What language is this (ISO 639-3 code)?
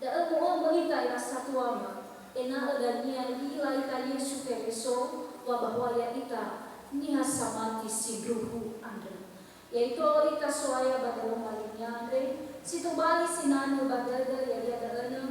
nia